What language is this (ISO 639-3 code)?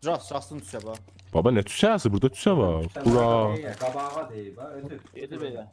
azb